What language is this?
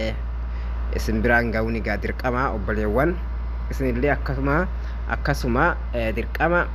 Oromo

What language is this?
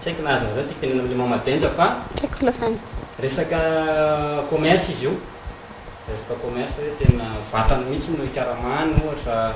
Malagasy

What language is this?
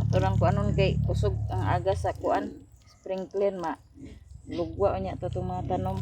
Cebuano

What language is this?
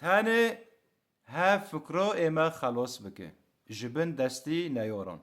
Kurdish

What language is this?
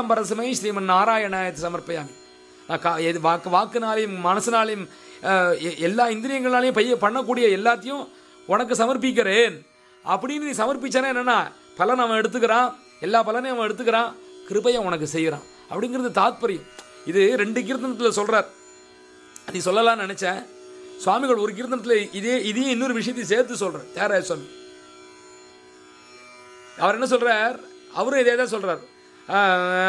Tamil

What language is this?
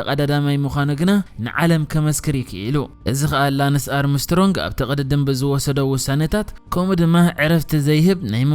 Tigrinya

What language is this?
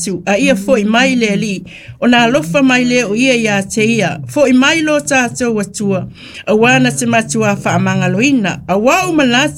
Samoan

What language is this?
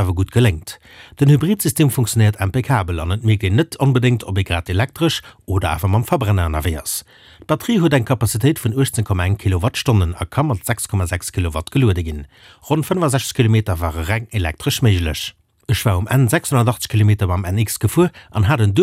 Luxembourgish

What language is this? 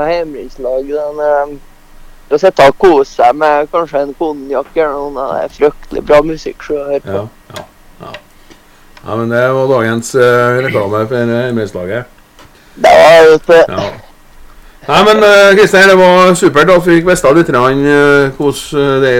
Norwegian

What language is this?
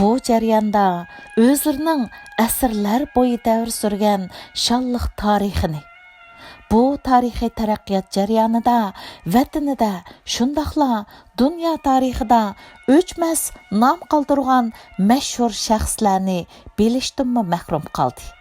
Uyghur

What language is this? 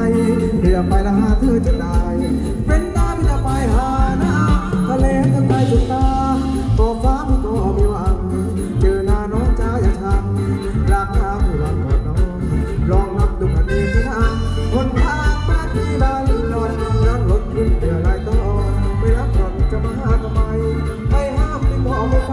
Thai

